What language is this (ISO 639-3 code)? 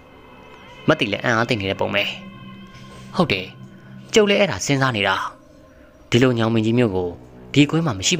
mya